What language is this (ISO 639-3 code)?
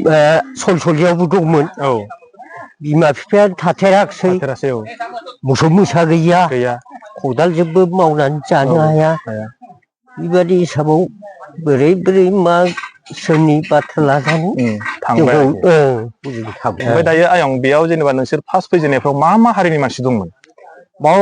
brx